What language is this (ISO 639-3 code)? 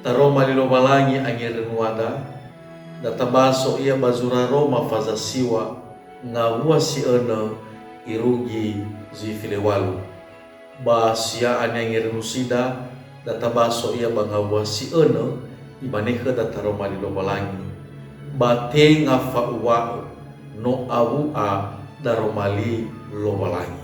nia